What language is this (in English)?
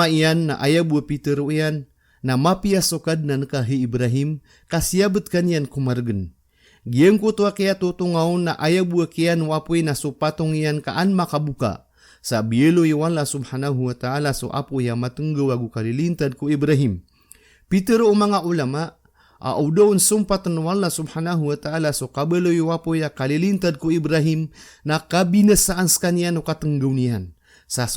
Maranao